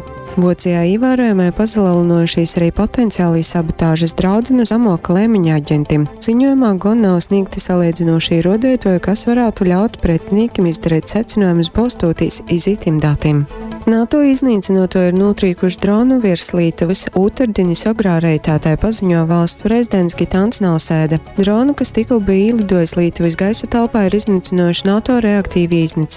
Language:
Latgalian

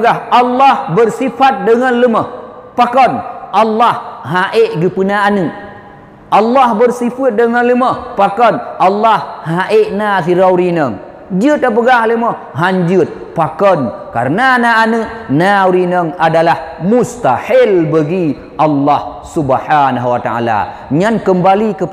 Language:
Achinese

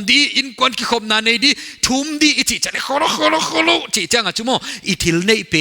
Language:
Paite Chin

